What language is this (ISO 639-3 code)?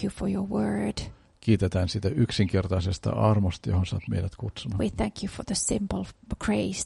fin